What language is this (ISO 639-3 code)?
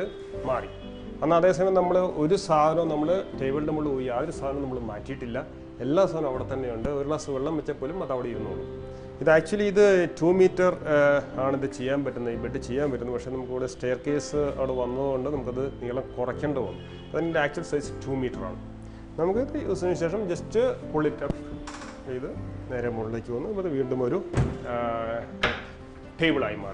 mal